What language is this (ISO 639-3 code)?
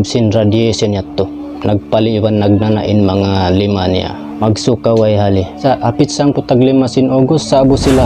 tsg